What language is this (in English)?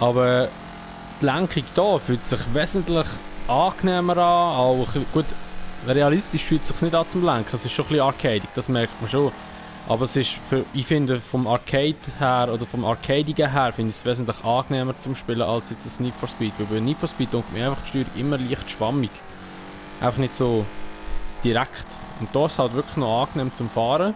Swiss German